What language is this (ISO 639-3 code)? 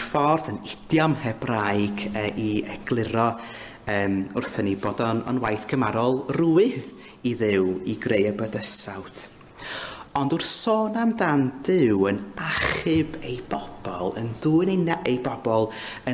cym